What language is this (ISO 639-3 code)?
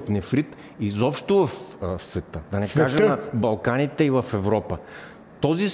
bul